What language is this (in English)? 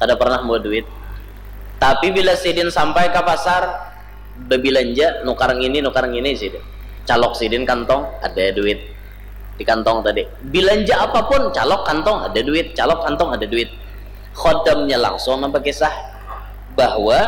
Banjar